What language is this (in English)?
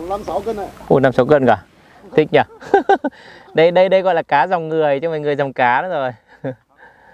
Vietnamese